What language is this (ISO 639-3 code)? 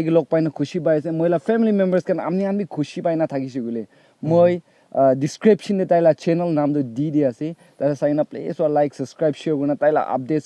nag